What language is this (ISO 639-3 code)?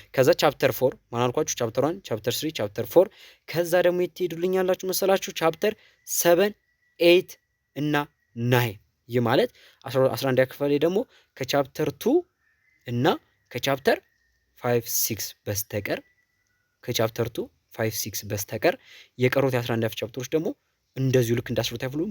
amh